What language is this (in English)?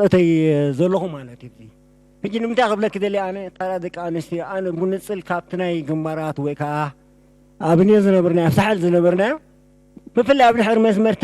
Tigrinya